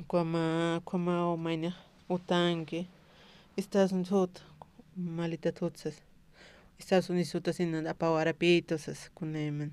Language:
Aymara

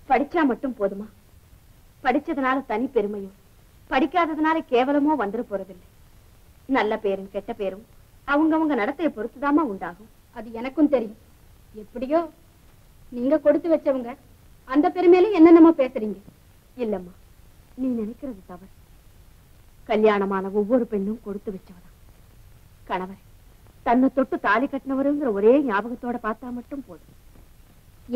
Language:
Tamil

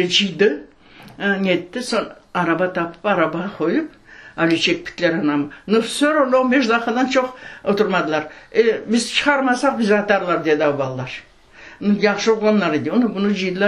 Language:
Crimean Tatar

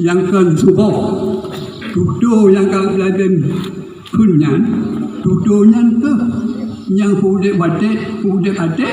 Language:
Achinese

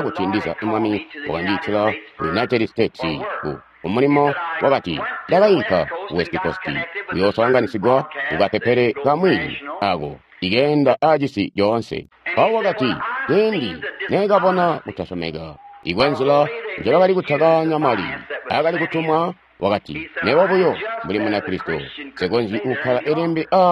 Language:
Tonga (Zambia)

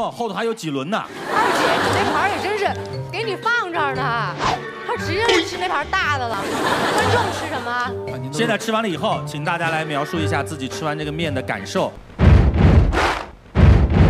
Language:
Chinese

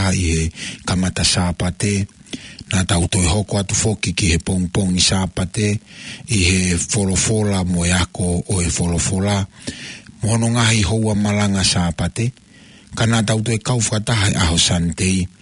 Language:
Tongan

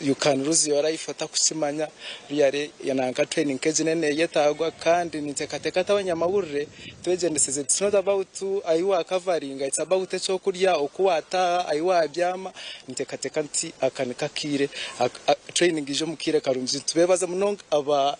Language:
Nyankole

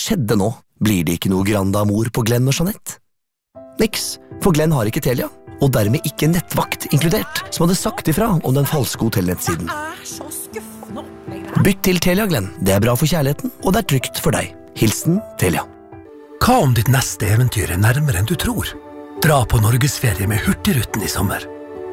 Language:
Norwegian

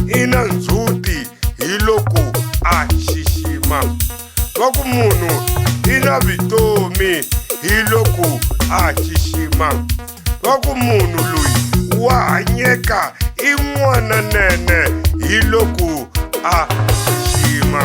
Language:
Tsonga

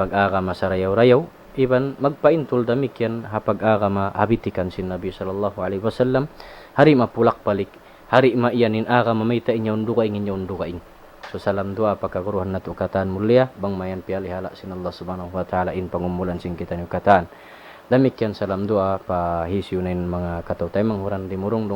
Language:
Tausug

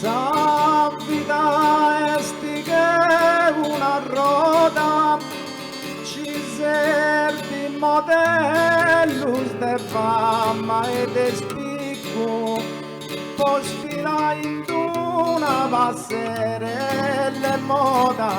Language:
Sardinian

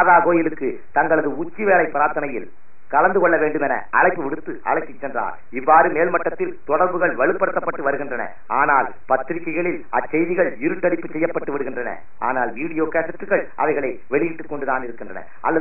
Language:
Tamil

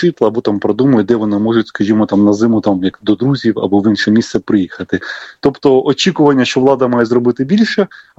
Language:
Ukrainian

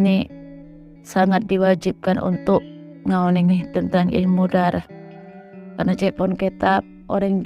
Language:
Madurese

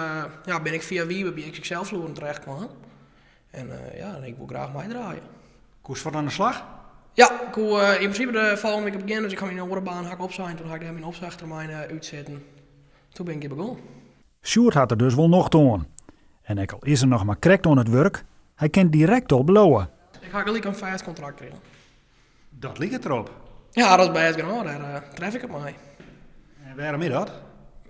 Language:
Western Frisian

